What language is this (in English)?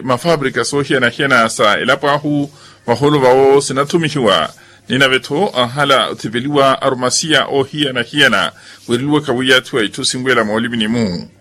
Makhuwa